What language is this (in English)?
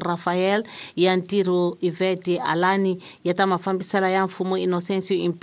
Tsonga